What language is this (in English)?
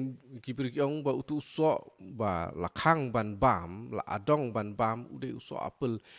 Khasi